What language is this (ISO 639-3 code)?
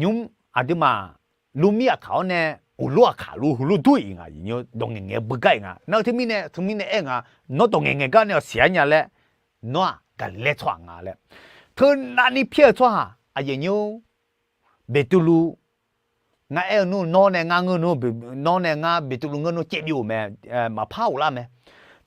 ahk